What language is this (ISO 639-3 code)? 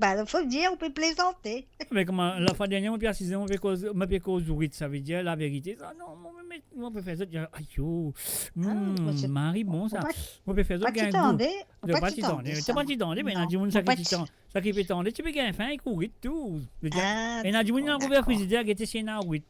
mfe